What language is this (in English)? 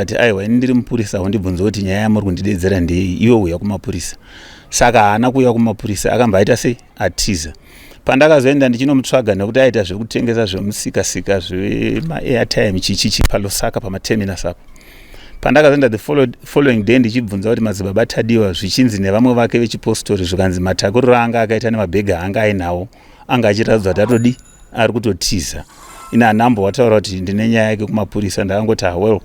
Shona